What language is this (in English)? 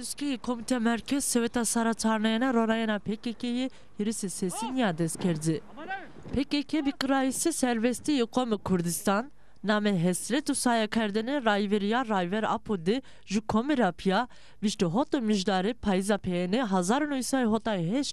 Zaza